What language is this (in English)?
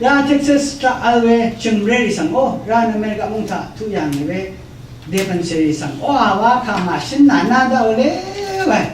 Rawang